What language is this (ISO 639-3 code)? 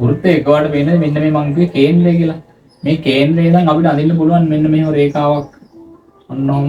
sin